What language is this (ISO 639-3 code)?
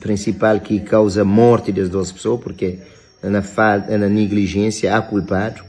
kea